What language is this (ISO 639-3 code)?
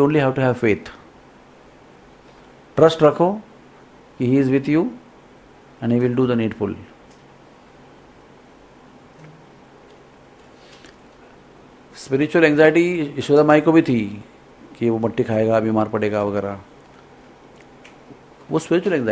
hin